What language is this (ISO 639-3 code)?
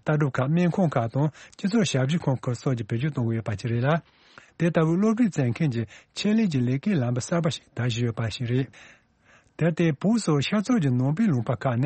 bod